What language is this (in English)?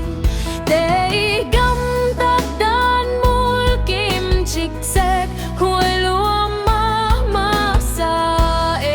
Tedim Chin